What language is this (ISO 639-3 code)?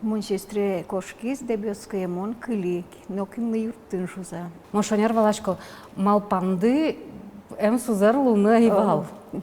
udm